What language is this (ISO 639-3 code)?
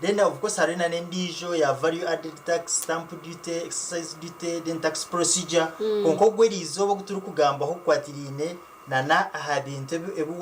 nyn